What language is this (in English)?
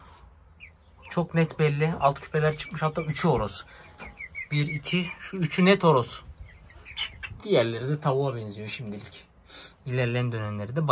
Turkish